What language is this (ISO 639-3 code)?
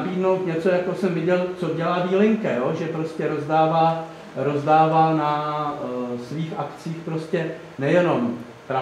ces